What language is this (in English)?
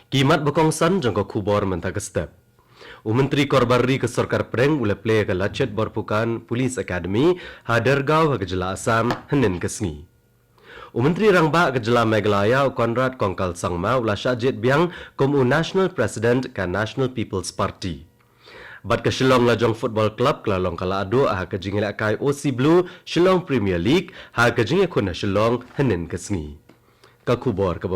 Khasi